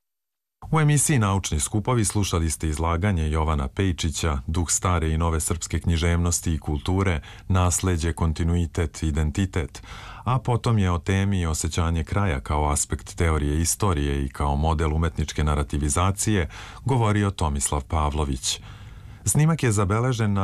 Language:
Serbian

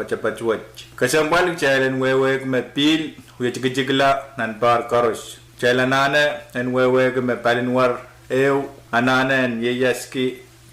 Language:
Pohnpeian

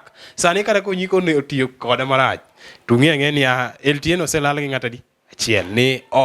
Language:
Luo (Kenya and Tanzania)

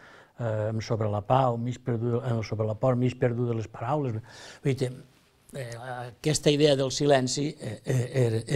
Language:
Catalan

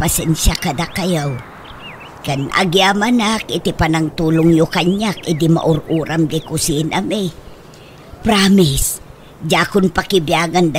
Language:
Iloko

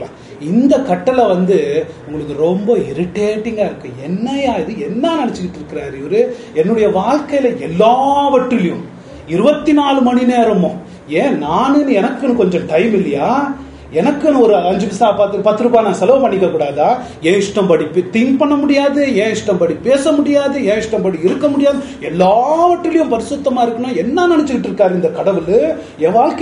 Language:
Tamil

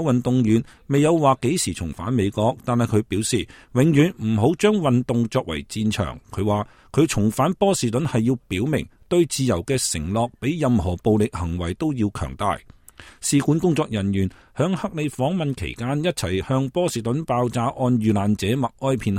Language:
Cantonese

